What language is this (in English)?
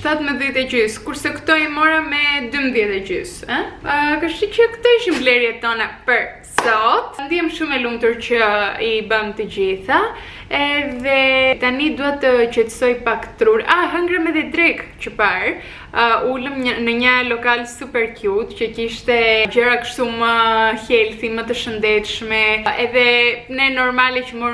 Albanian